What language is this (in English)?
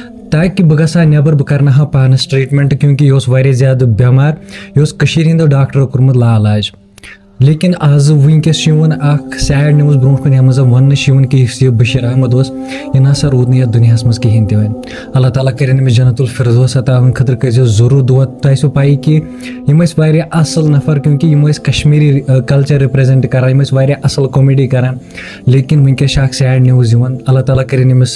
Kashmiri